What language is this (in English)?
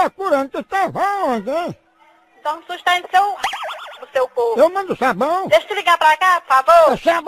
Portuguese